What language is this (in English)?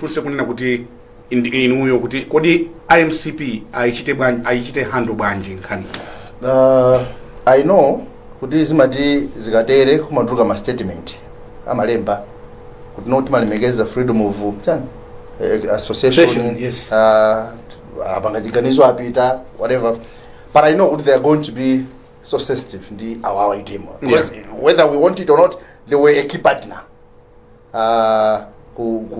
Nyanja